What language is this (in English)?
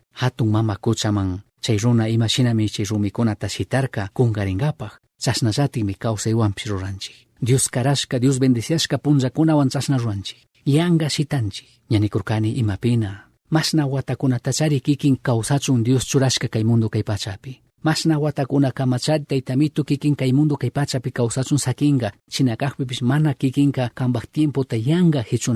Chimborazo Highland Quichua